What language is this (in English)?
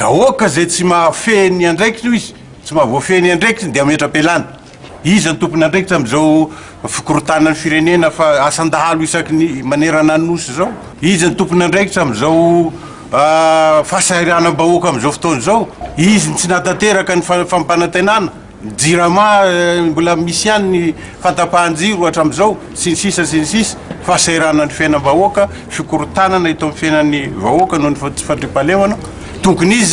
Malagasy